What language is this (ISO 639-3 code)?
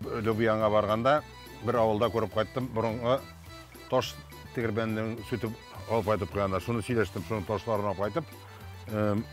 tat